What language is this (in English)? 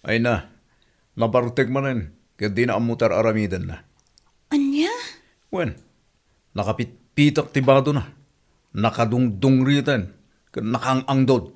Iloko